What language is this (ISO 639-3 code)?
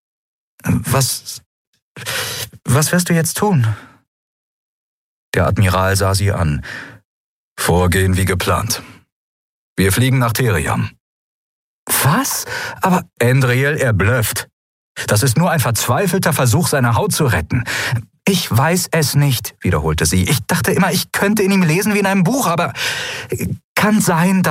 deu